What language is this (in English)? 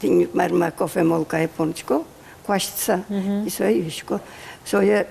Udmurt